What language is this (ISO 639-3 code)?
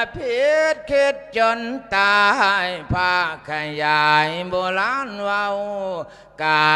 lao